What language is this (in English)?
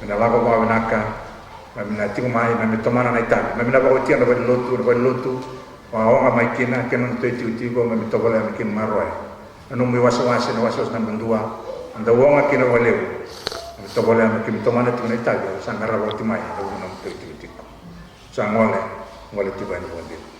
Fijian